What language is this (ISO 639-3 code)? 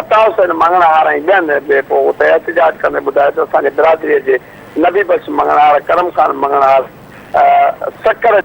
snd